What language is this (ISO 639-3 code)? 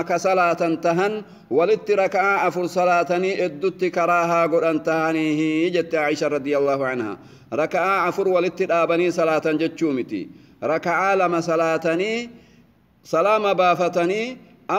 orm